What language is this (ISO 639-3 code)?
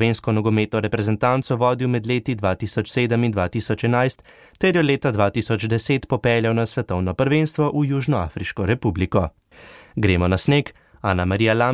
slv